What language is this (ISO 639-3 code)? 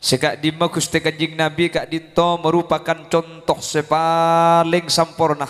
mad